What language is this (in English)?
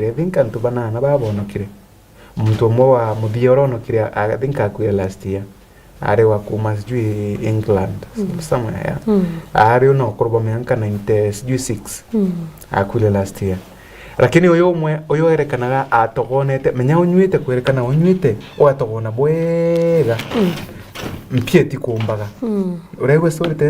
Meru